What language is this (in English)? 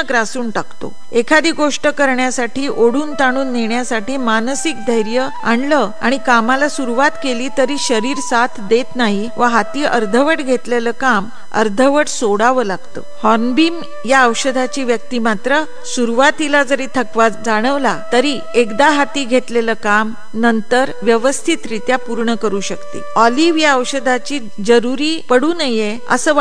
Marathi